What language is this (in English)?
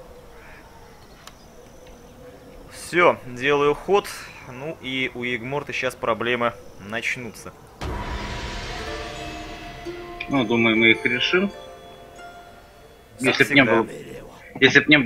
Russian